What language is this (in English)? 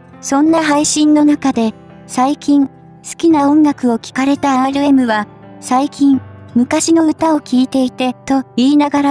Japanese